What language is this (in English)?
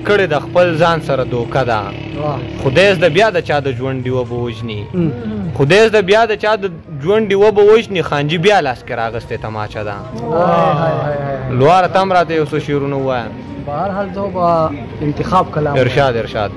Pashto